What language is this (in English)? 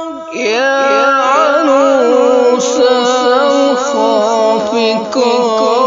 Arabic